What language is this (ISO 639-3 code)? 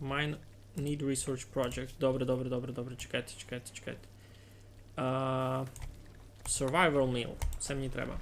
rue